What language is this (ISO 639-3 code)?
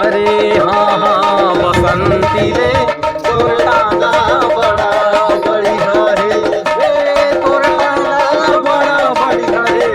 hne